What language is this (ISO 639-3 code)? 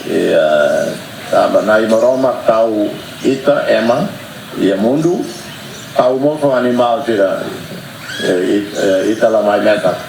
tet